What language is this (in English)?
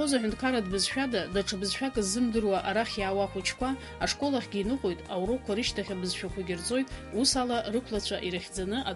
Abkhazian